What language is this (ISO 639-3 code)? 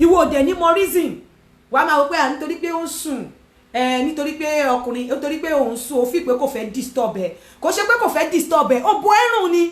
yor